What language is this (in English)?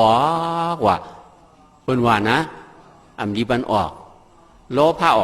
Shan